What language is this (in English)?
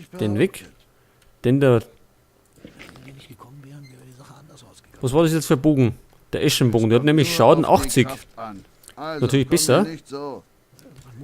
Bavarian